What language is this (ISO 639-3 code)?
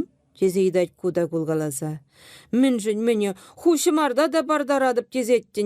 chv